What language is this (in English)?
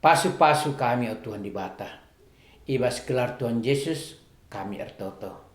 Batak Karo